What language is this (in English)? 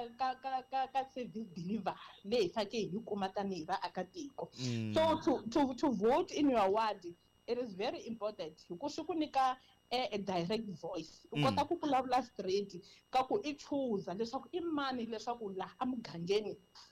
Tsonga